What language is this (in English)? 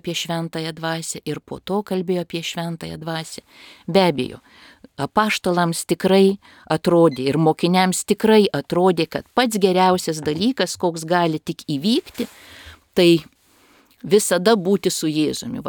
Lithuanian